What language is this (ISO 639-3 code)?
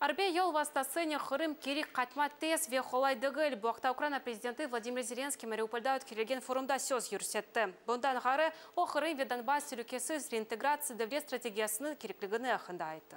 crh